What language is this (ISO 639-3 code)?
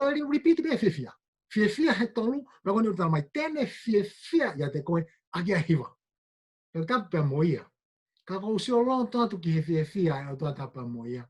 ton